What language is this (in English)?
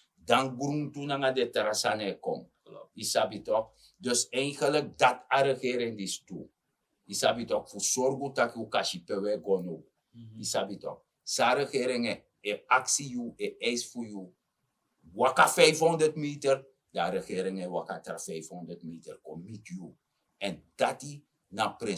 Sranan Tongo